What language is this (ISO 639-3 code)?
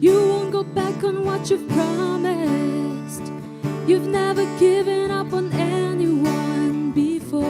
nmf